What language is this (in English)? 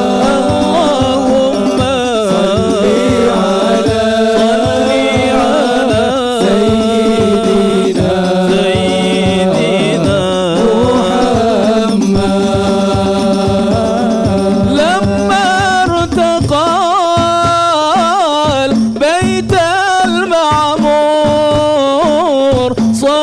Malay